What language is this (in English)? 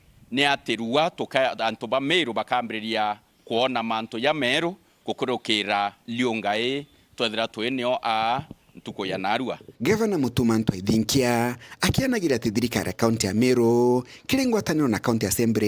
Meru